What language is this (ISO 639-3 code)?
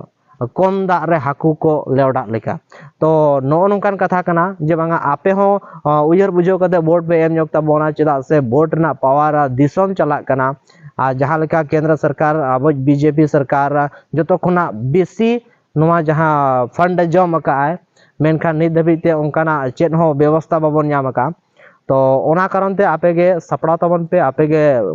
sat